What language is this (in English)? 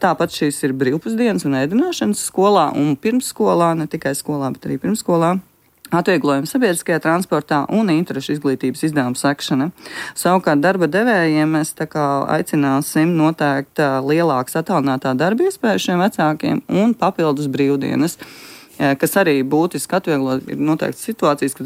Latvian